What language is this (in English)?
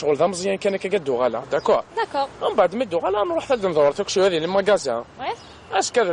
Kabyle